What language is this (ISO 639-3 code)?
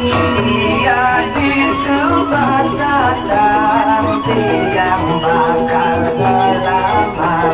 ban